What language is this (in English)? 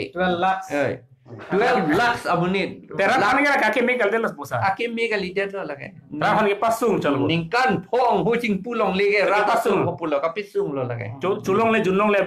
Karbi